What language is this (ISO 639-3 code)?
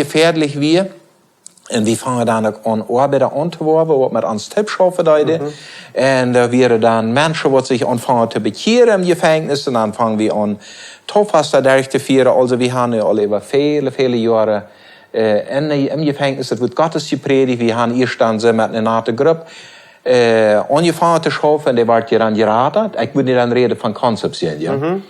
pdt